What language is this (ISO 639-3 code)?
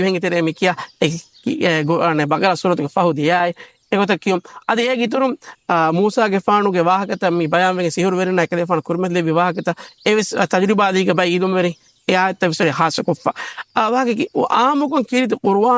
div